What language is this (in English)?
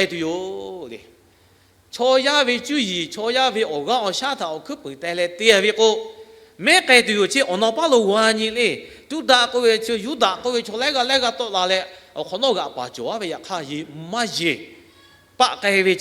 Lahu